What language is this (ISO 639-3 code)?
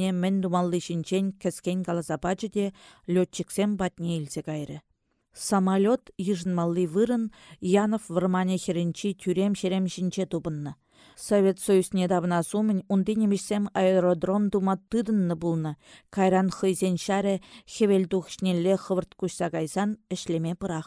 chv